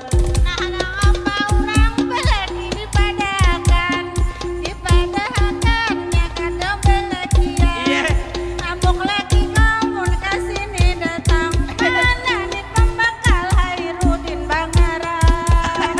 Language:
Banjar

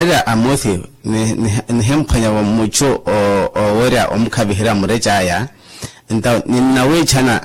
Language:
Makhuwa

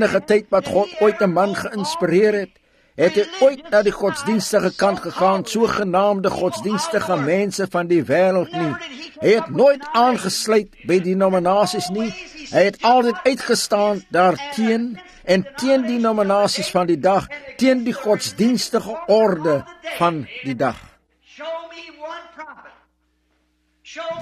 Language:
Afrikaans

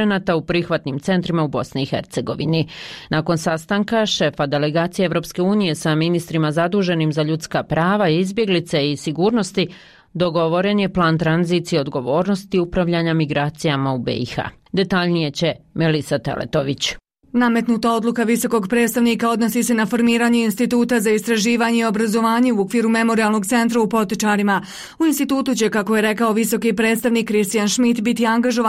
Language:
Bosnian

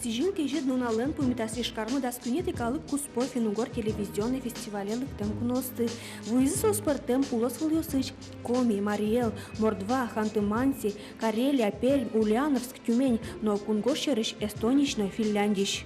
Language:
Udmurt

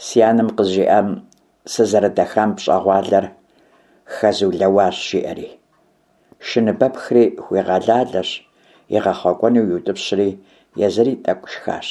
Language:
Kabardian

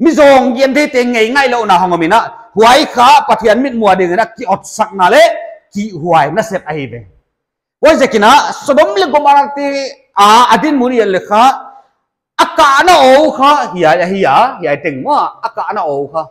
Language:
Paite Chin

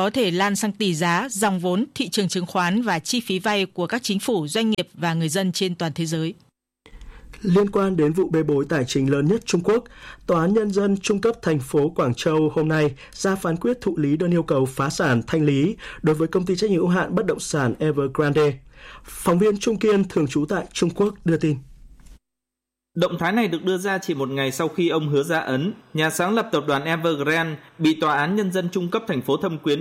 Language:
Vietnamese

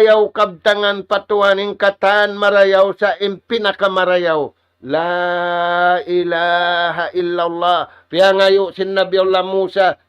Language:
Tausug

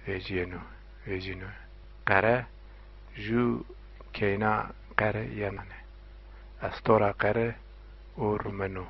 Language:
Zaza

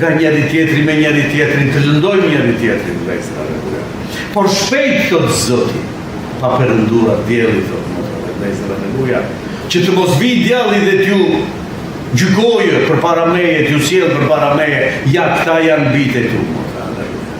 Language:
Albanian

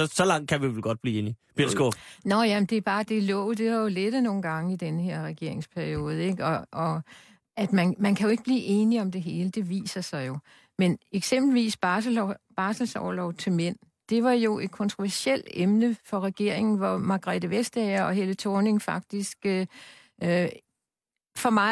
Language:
Danish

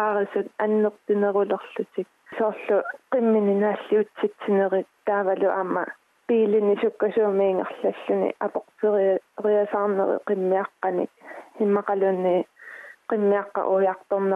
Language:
Kalaallisut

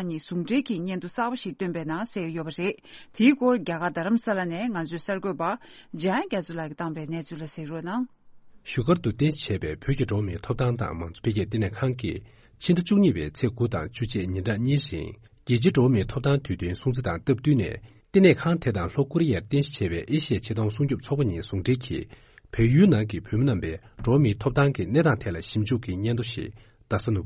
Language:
Tibetan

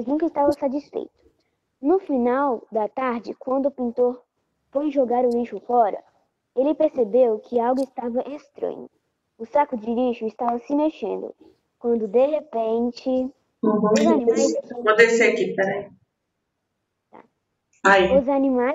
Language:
Portuguese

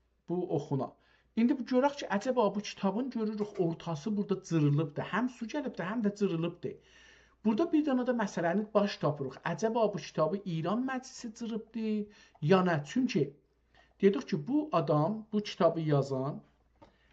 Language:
South Azerbaijani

